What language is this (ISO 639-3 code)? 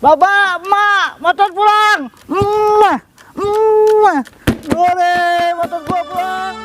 bew